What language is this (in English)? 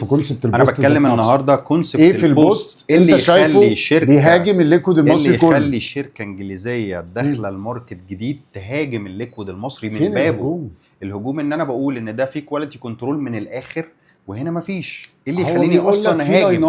Egyptian Arabic